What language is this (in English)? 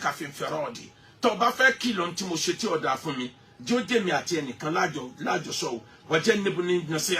Yoruba